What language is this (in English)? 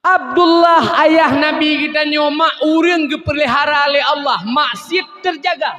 Achinese